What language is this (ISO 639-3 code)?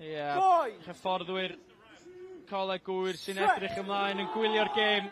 cym